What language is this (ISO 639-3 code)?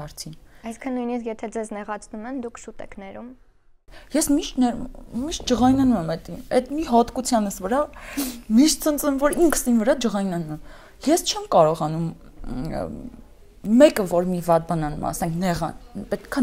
hye